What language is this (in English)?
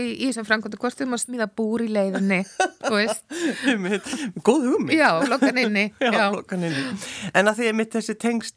Icelandic